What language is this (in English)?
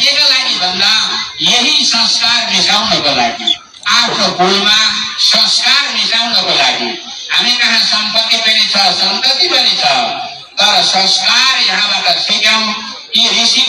Nepali